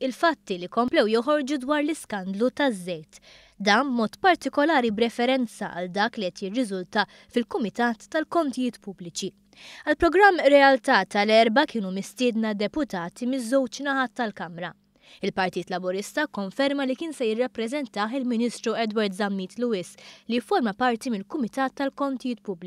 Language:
Maltese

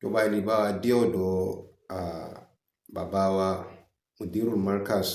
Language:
Yoruba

